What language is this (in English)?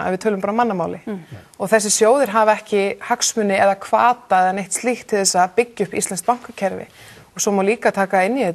Icelandic